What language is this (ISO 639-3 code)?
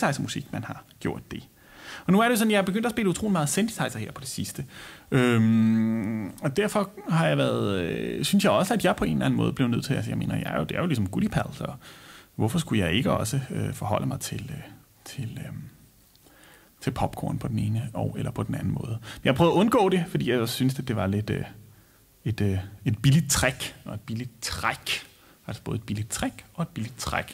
dan